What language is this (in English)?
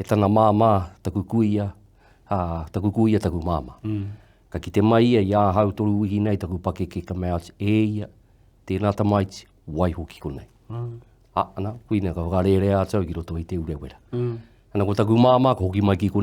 Māori